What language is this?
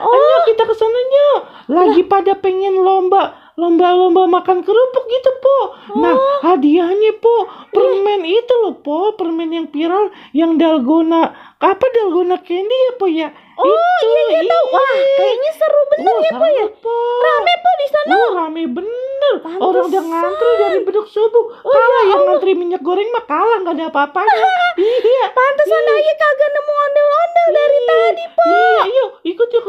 Betawi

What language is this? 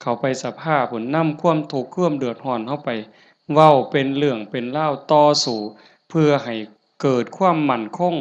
Northeastern Thai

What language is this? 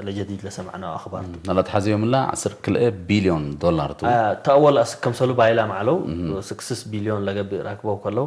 Tigre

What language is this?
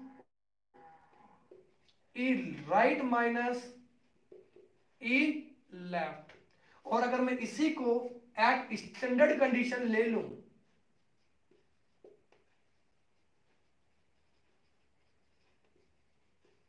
Hindi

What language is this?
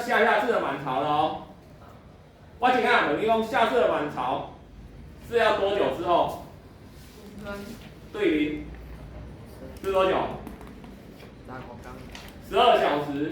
Min Nan Chinese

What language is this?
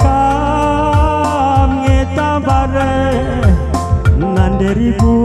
Batak Karo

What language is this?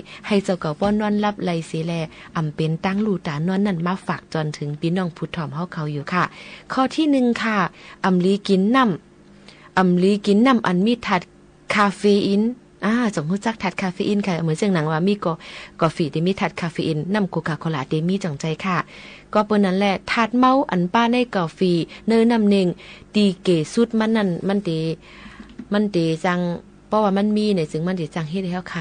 Shan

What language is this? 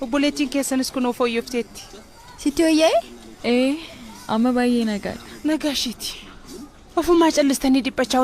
Oromo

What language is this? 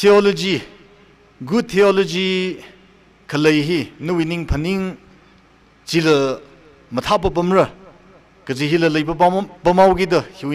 Tangkhul Naga (India)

